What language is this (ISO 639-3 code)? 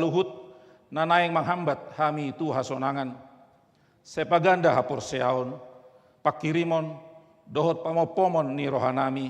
bbc